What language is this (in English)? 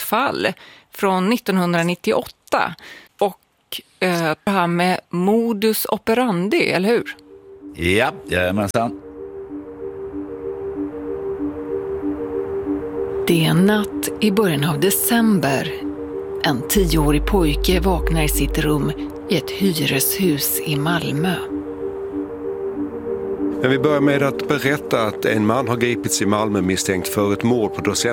Swedish